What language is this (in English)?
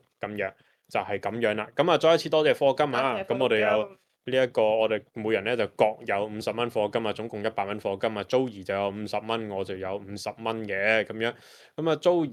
Cantonese